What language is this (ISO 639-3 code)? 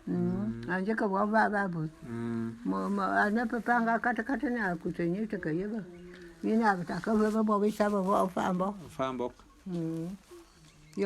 bum